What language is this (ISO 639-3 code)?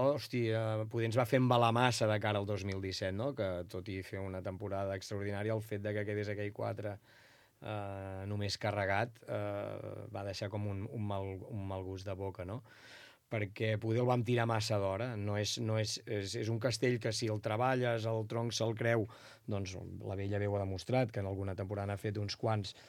cat